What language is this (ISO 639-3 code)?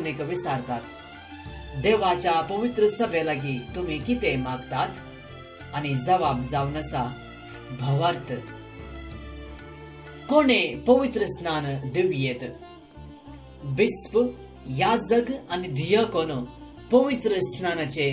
kok